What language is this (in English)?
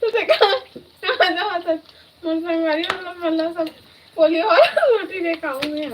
Chhattisgarhi